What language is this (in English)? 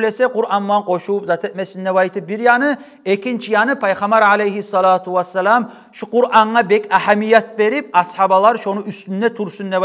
Kumyk